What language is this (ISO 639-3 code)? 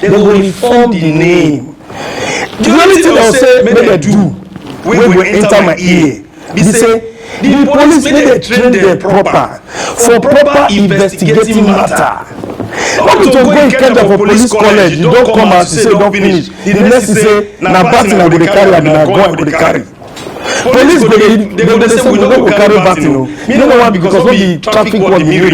pcm